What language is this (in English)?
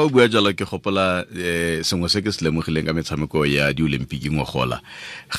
Tswana